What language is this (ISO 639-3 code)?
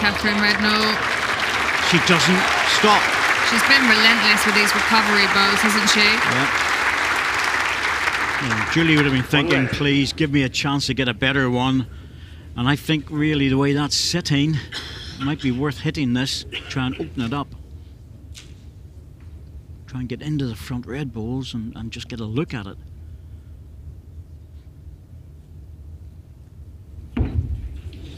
eng